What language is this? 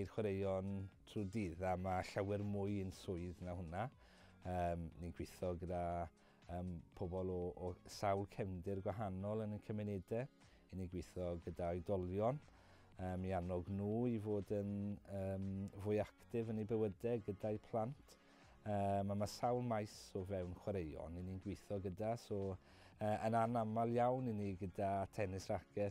Welsh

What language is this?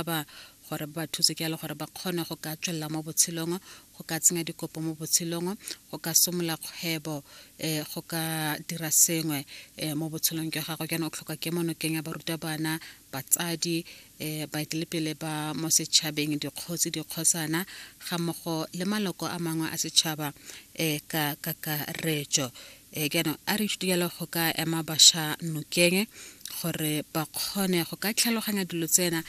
Tswana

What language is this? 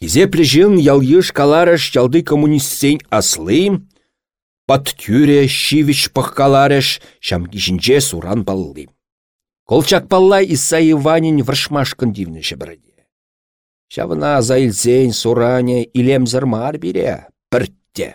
Chuvash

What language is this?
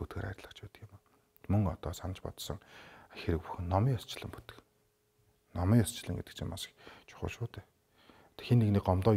Mongolian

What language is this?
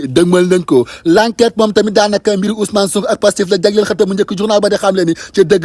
Wolof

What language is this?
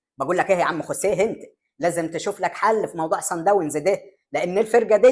Egyptian Arabic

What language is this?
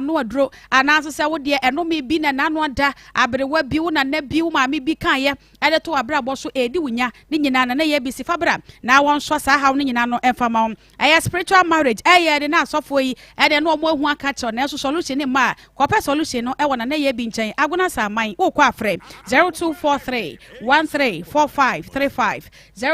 Akan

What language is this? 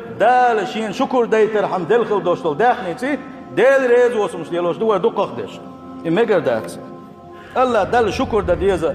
Chechen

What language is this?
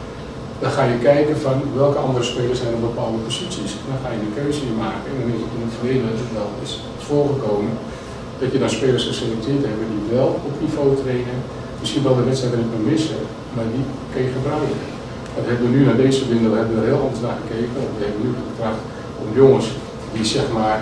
Dutch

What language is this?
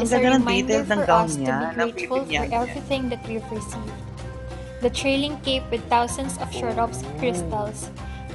Filipino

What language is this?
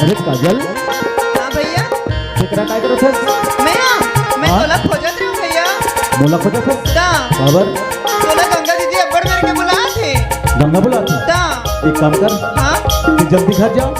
Chhattisgarhi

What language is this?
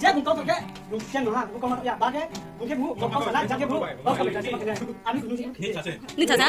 Riang (India)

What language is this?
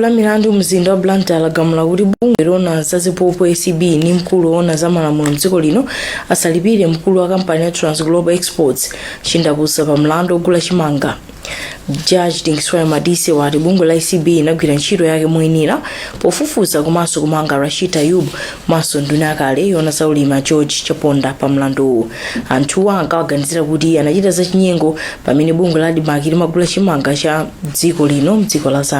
Nyanja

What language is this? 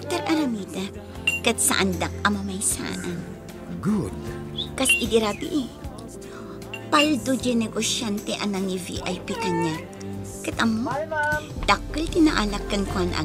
Iloko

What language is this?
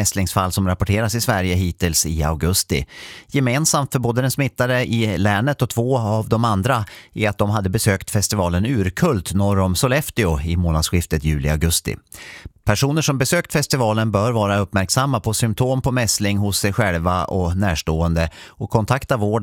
Swedish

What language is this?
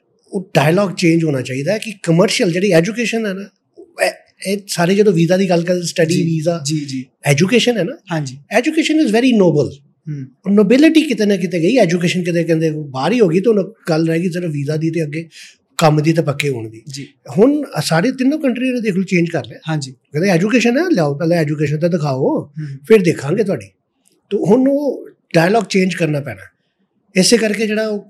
Punjabi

